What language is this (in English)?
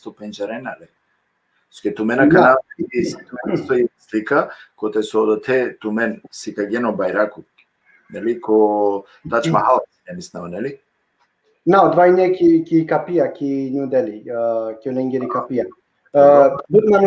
Balkan Romani